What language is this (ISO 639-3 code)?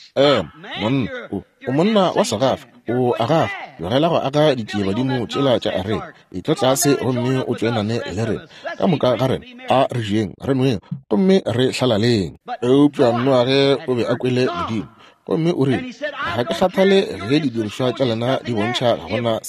nso